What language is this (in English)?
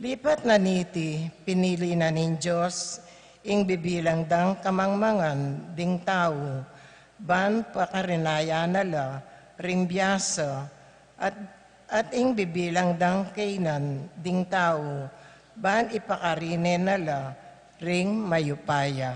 Pampanga